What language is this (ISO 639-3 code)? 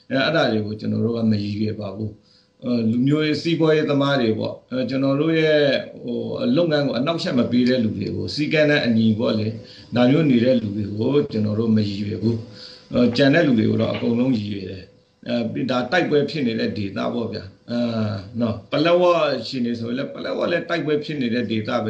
mya